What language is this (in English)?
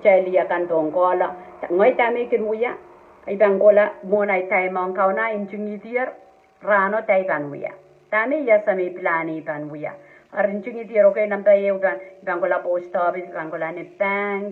Pohnpeian